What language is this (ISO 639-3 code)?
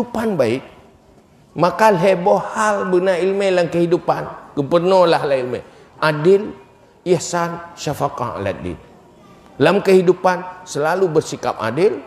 ace